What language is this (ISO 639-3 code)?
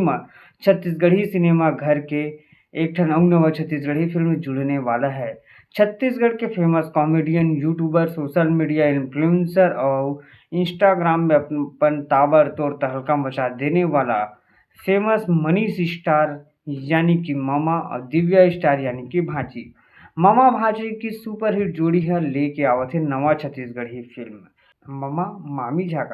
hne